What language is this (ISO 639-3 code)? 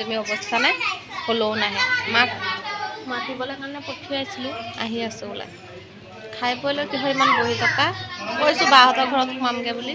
asm